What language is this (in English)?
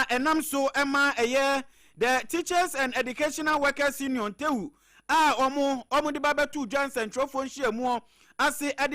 Akan